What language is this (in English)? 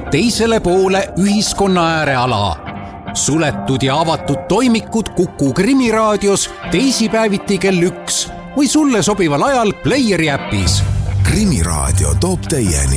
Estonian